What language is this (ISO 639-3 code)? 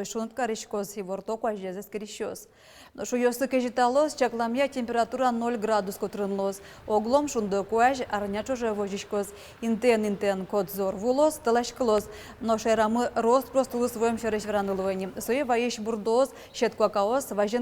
udm